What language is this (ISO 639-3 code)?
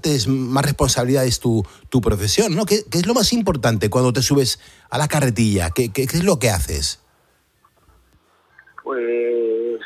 spa